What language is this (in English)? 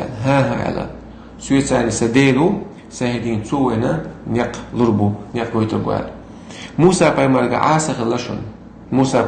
Chechen